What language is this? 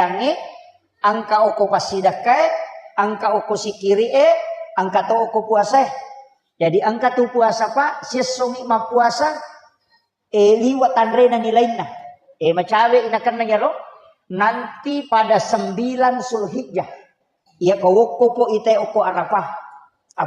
Buginese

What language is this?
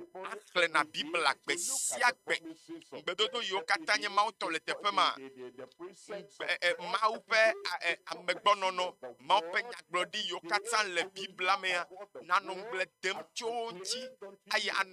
Ewe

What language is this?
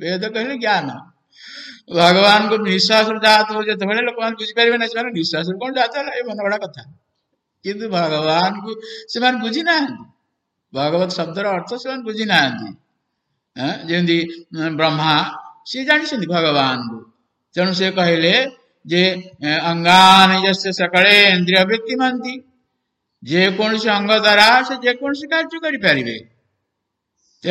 Odia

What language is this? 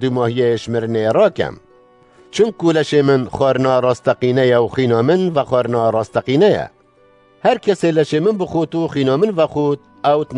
Kurdish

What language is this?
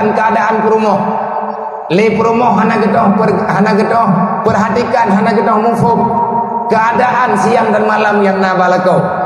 Achinese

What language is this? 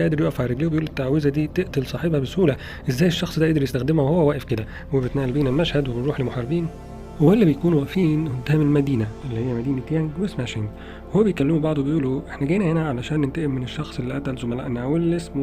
Egyptian Arabic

